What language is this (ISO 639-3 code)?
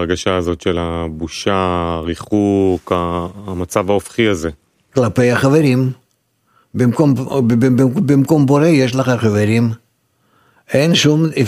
heb